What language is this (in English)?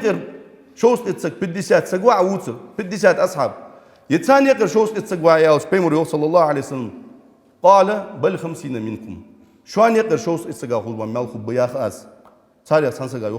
Ingush